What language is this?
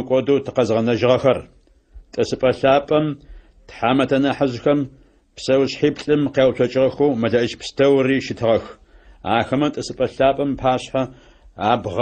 Adyghe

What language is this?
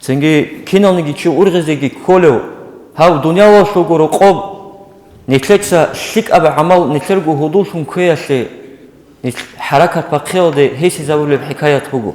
Avaric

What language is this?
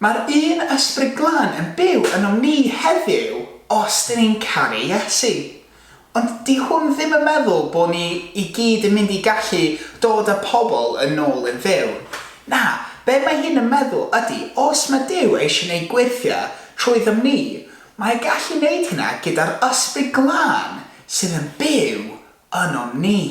Welsh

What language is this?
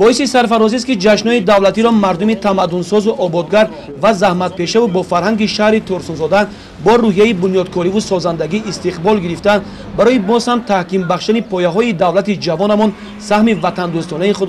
Tajik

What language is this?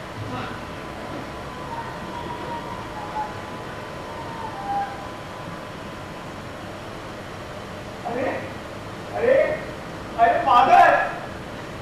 Hindi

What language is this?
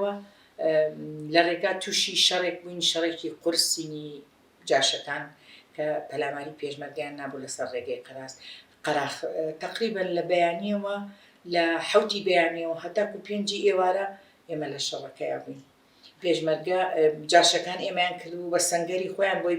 Central Kurdish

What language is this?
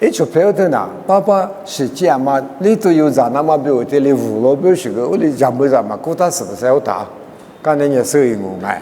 Lisu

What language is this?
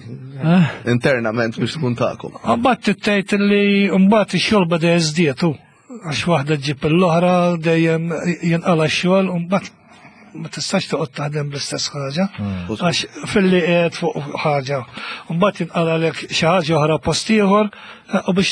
Maltese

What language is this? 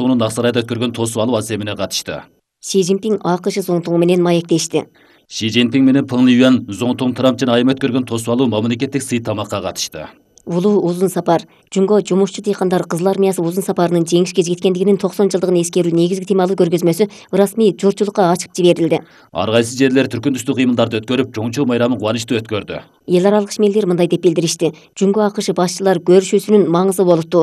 Kyrgyz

